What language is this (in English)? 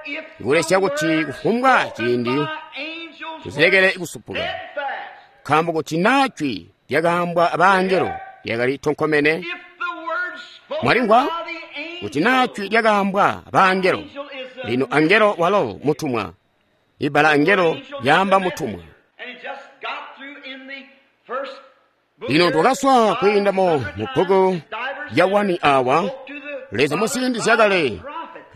Tonga (Zambia)